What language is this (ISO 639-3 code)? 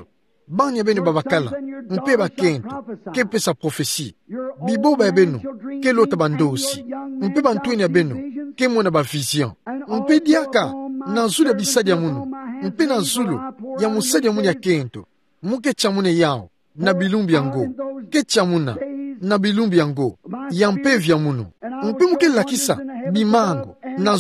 ktu